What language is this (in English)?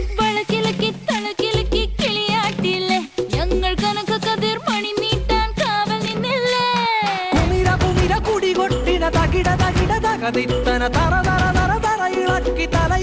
Malayalam